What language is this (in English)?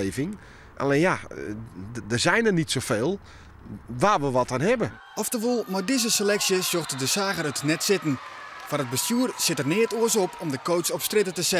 Western Frisian